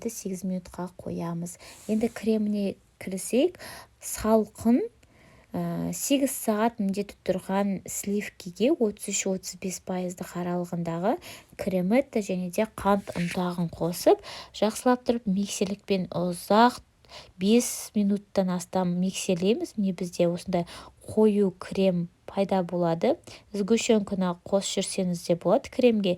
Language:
Kazakh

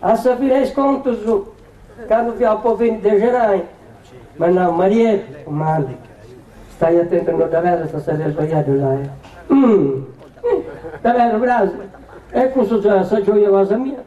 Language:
Sardinian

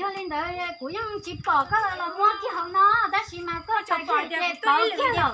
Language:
Hmong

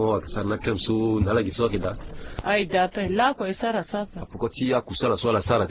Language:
Sango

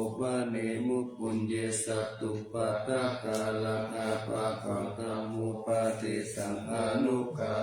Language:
Pali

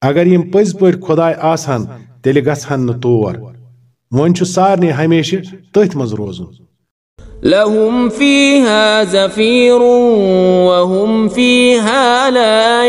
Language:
Kashmiri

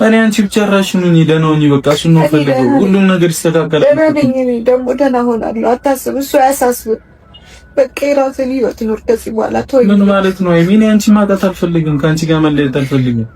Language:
Amharic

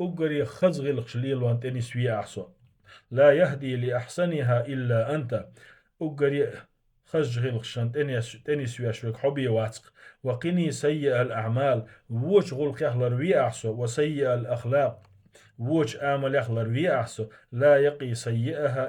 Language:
Chechen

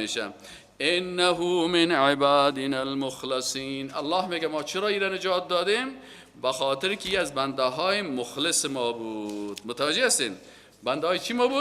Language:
Persian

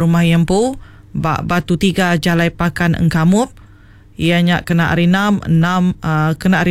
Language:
Iban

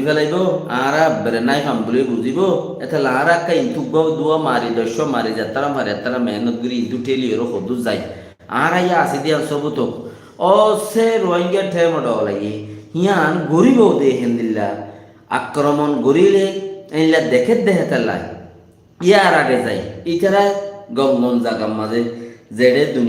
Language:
Rohingya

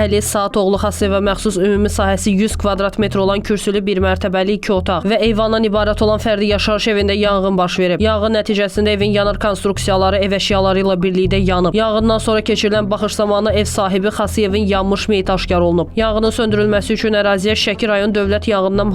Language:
Azerbaijani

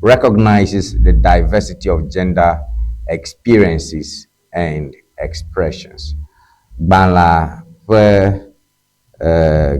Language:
Ewe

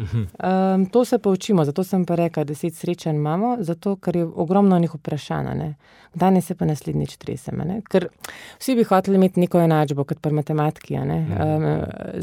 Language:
Slovenian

